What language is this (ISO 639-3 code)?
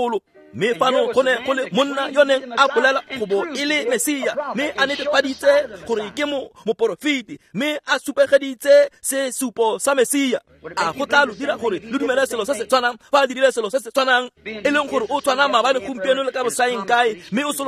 tsn